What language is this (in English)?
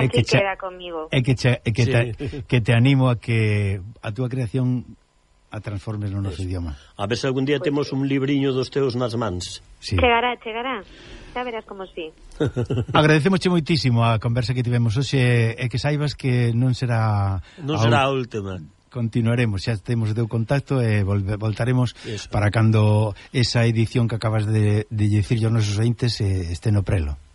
Galician